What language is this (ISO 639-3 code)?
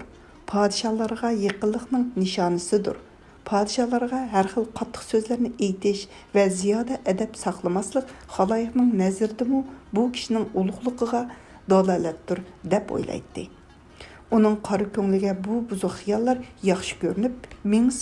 uig